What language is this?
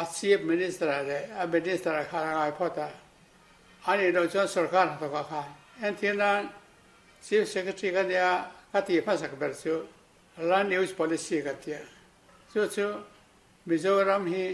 Mizo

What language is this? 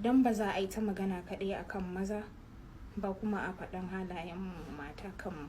Hausa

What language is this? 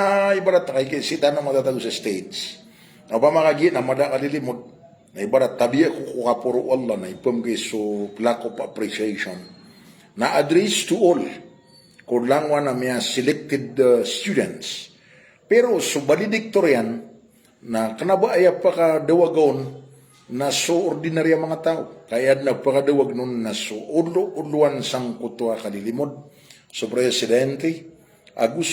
Maranao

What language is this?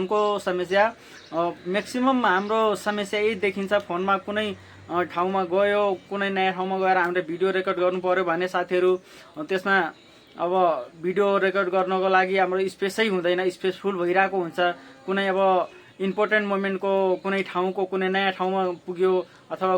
Nepali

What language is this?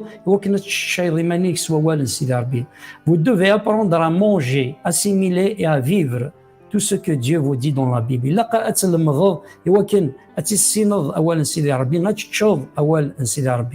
Kabyle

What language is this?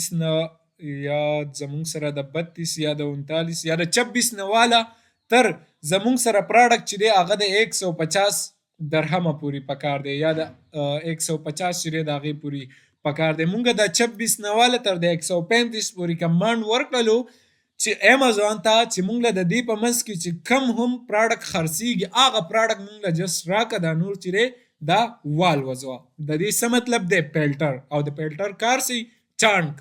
Pashto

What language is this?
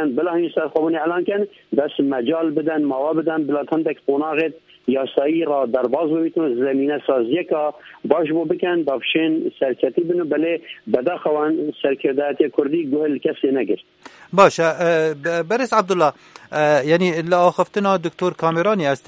Kurdish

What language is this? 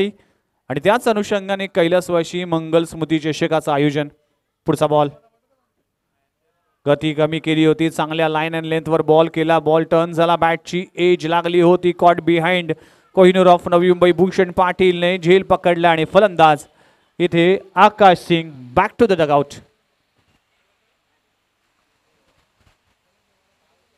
Marathi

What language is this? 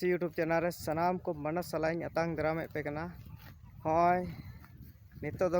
Santali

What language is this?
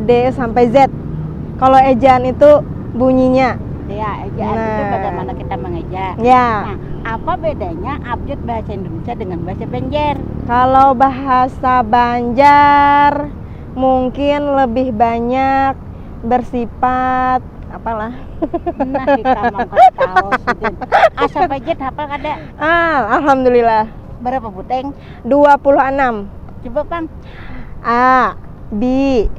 Banjar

